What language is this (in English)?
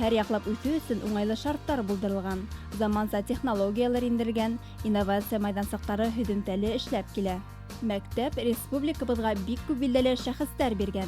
Bashkir